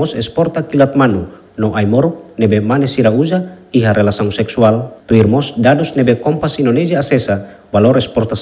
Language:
Tetum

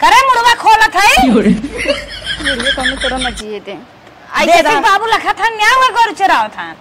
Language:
Awadhi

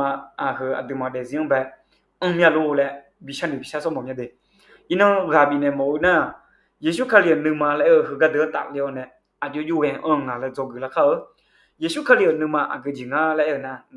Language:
Akha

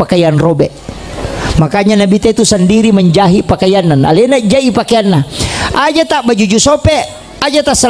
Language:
Buginese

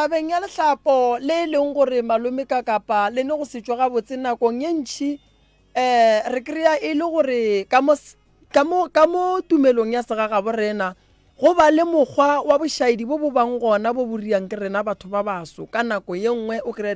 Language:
Northern Sotho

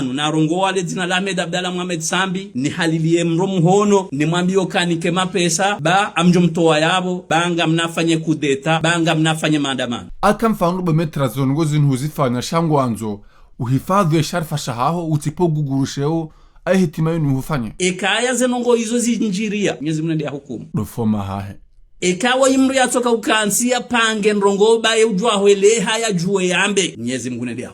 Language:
Ngazidja Comorian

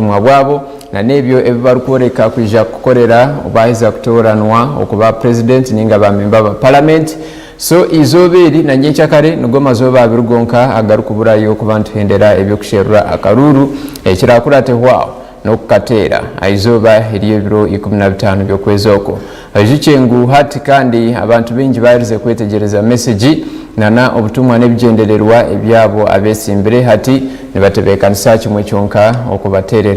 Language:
Nyankole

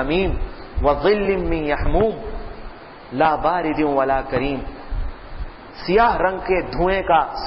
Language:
Urdu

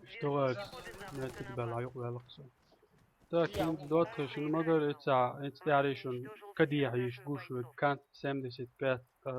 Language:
Chechen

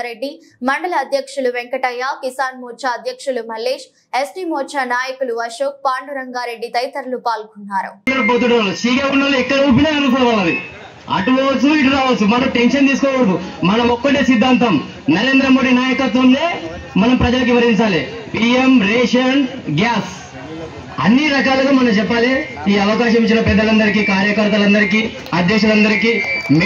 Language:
Telugu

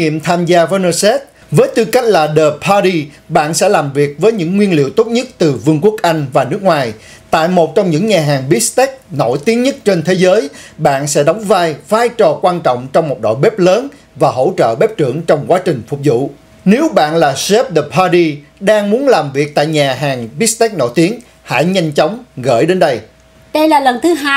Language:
Vietnamese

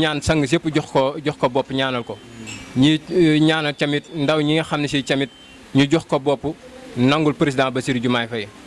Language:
Wolof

